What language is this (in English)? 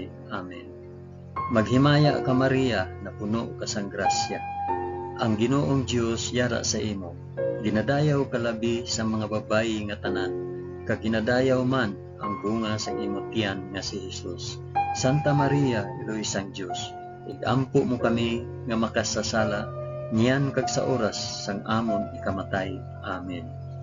Hiligaynon